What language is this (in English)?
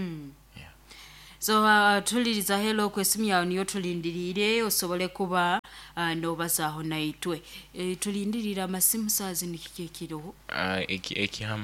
Nyoro